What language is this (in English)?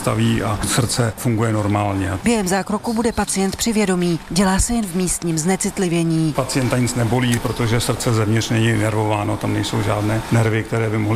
Czech